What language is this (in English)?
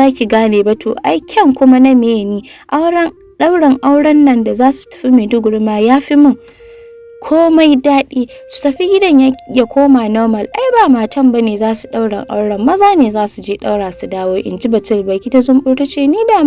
Hausa